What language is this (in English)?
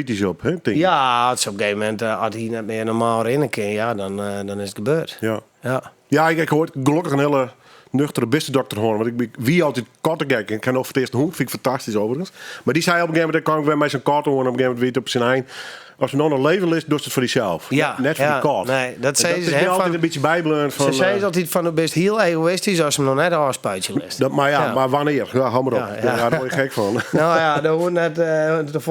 Western Frisian